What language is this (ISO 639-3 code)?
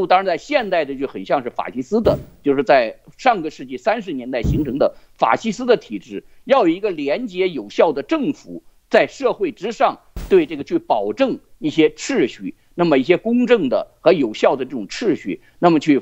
zho